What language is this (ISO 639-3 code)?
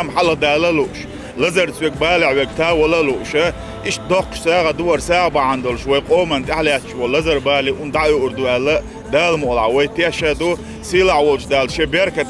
che